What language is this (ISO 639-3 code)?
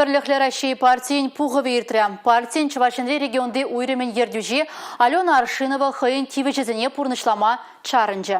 chv